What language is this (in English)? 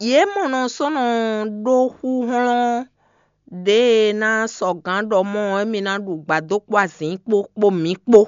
Fon